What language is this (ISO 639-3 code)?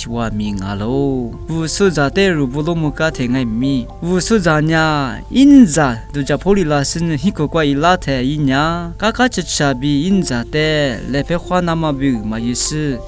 lis